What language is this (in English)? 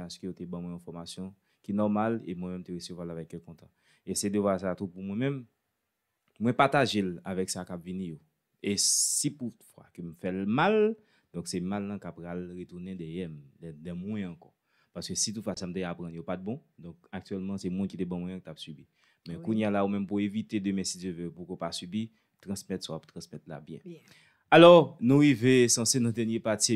Haitian Creole